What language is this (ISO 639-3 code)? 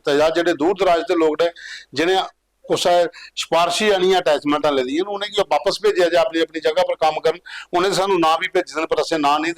doi